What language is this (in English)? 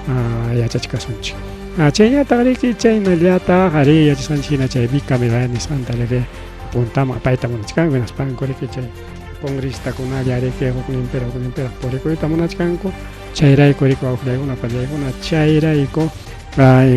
Ayacucho Quechua